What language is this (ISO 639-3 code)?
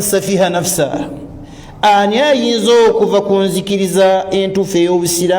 lug